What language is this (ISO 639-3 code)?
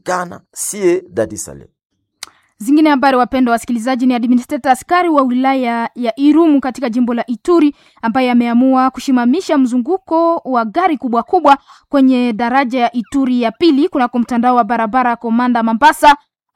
swa